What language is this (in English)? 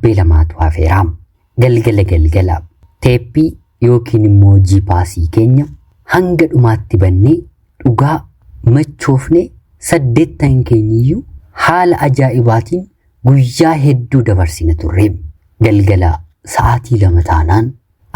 Oromo